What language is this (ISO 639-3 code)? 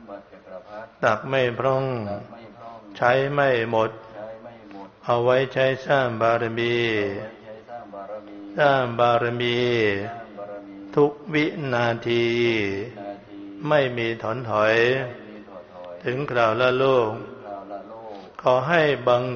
tha